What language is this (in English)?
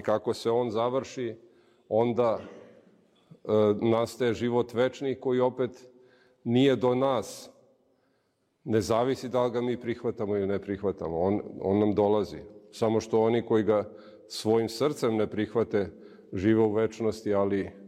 Serbian